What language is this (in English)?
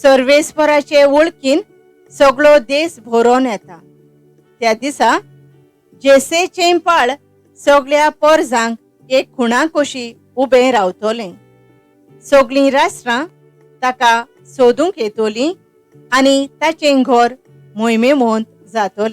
Konkani